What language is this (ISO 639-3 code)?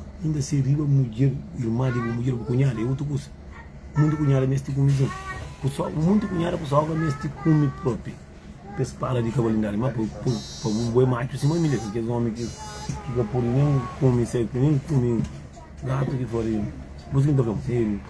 kea